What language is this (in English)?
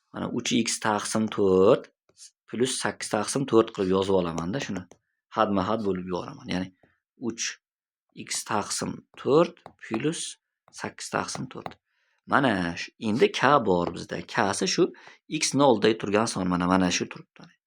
Uzbek